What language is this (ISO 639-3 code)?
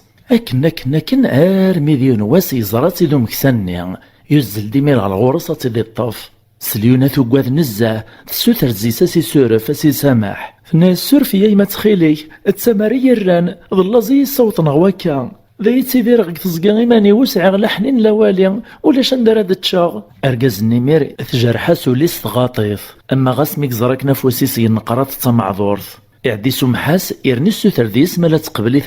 kab